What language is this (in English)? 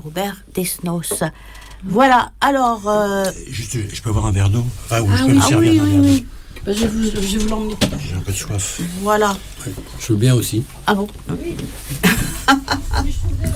French